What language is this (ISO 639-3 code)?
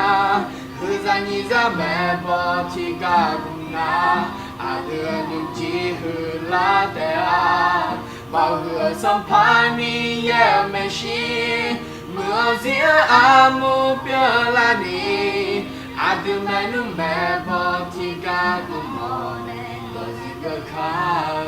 ahk